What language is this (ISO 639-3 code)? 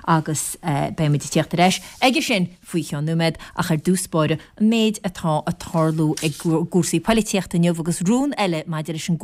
gle